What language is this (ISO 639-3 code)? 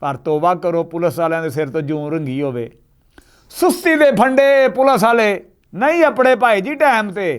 lah